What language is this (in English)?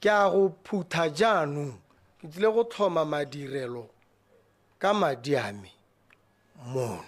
Tswana